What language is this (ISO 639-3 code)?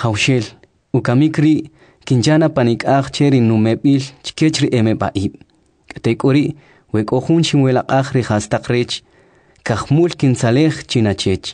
quc